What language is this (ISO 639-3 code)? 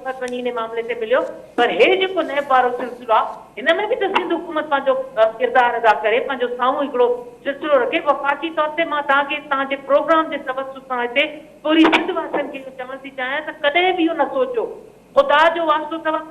snd